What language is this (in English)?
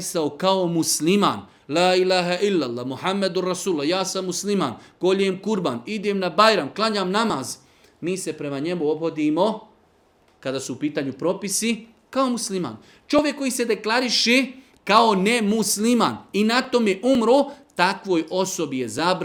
Bosnian